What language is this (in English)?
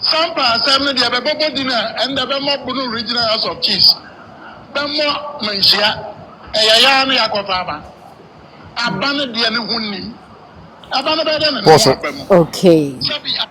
Akan